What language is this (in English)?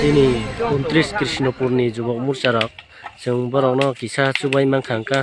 Kok Borok